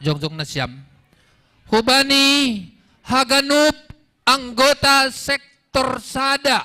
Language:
Batak Simalungun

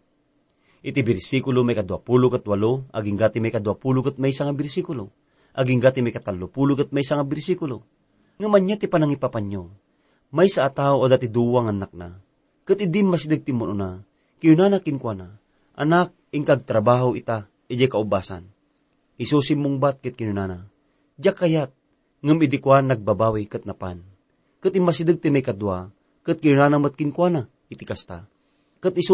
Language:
Iloko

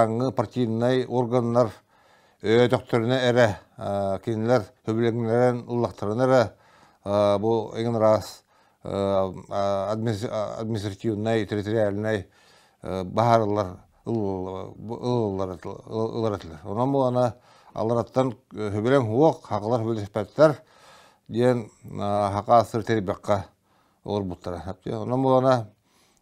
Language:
Yakut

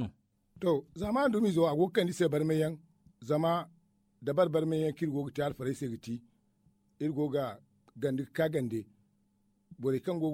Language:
Zarma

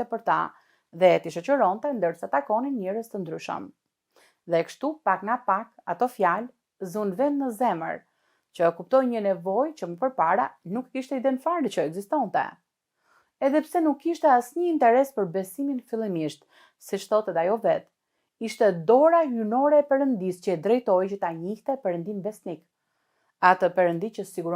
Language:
Albanian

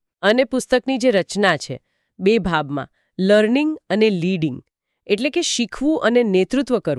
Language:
Gujarati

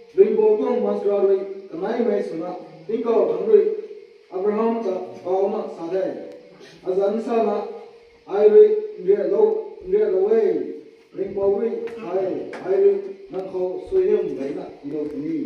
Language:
Rongmei Naga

